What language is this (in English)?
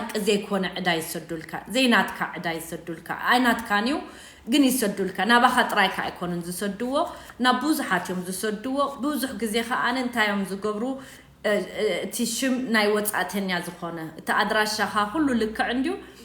Tigrinya